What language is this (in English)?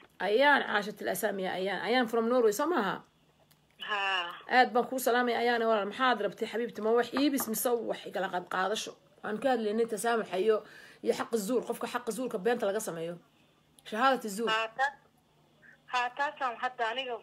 Somali